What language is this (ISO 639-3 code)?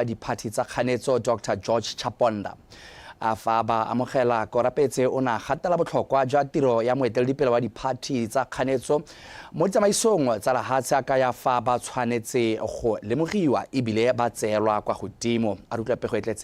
tsn